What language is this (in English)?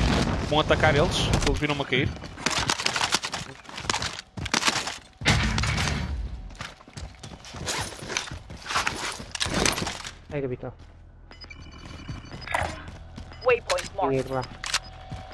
Portuguese